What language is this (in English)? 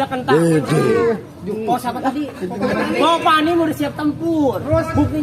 Betawi